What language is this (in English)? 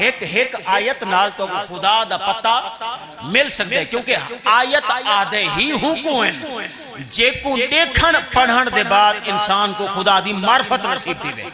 Saraiki